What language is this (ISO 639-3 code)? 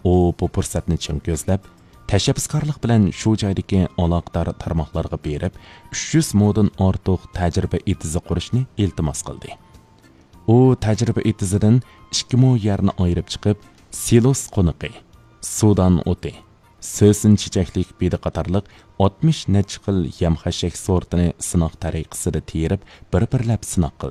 uig